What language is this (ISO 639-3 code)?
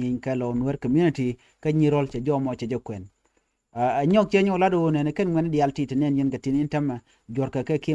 nus